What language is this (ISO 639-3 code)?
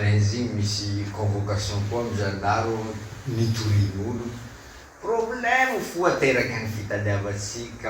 mlg